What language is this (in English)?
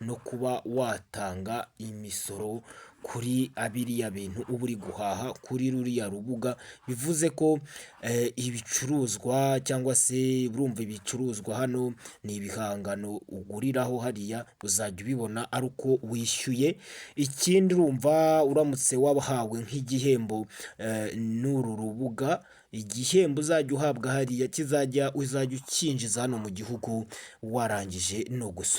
Kinyarwanda